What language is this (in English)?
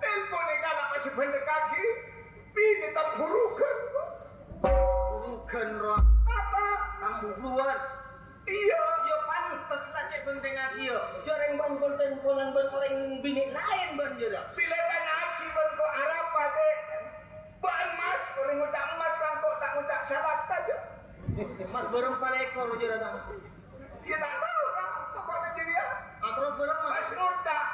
Madurese